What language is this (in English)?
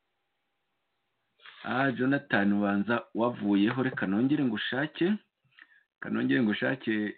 Kinyarwanda